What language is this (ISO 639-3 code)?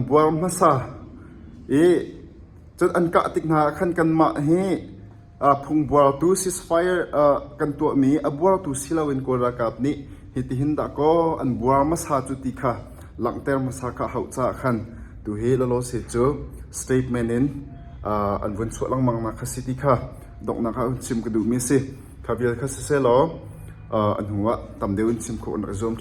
cnh